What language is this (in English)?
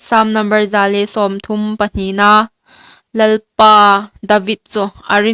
Hmar